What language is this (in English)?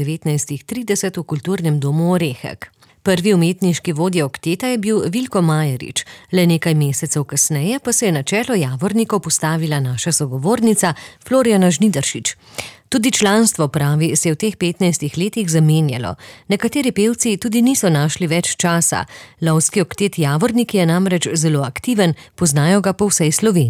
Slovenian